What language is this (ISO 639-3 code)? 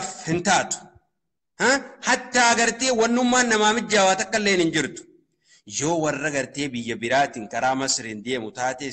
orm